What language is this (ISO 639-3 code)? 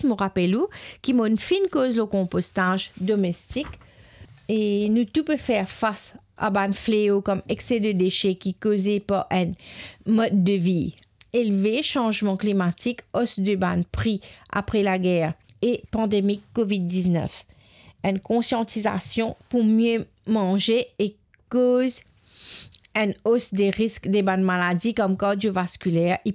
mfe